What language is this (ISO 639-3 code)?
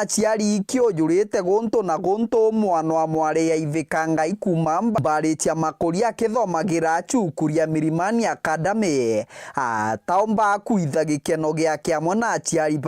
mer